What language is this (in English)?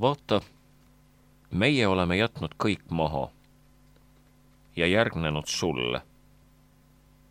Estonian